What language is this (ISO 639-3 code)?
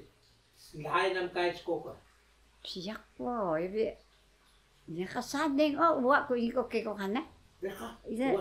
trv